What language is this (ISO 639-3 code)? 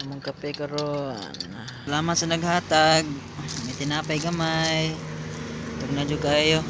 ceb